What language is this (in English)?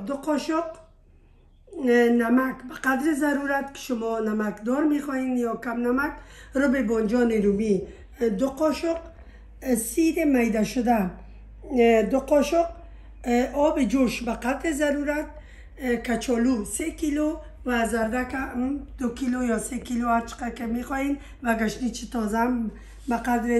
Persian